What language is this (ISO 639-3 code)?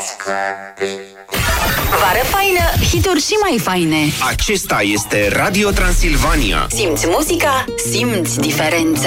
ron